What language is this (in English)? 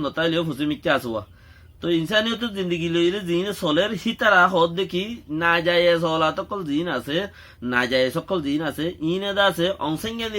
Rohingya